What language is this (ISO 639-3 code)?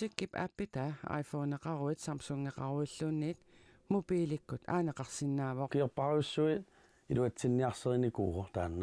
kal